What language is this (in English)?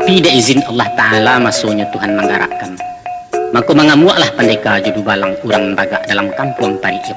Minangkabau